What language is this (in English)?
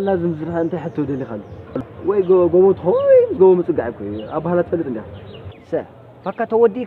Tigrinya